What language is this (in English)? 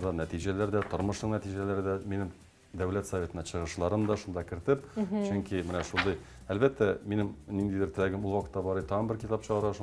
Tatar